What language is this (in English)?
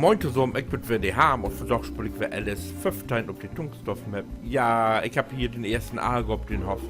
Low German